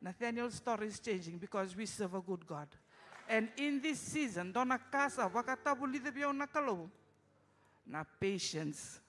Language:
Fijian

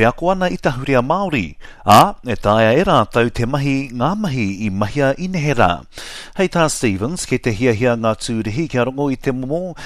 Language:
Māori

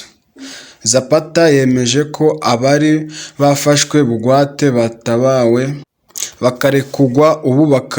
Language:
Kinyarwanda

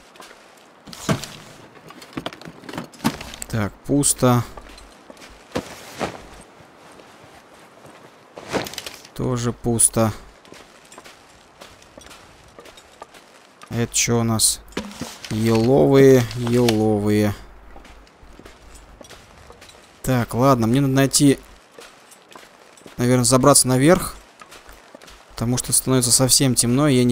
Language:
Russian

